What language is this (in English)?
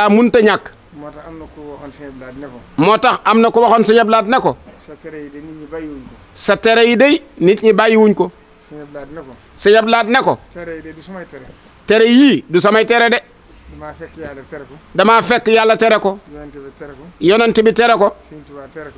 Wolof